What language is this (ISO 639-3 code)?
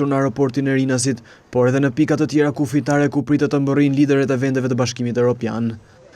sqi